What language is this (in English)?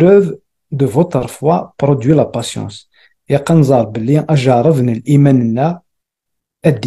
Kabyle